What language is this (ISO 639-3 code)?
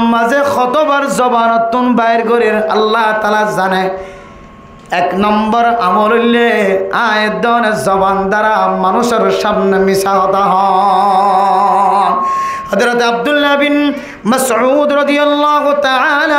rhg